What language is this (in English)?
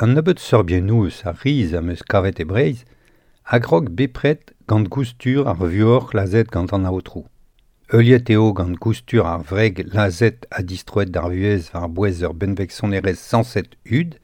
Breton